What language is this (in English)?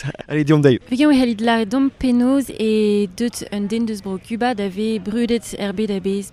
Breton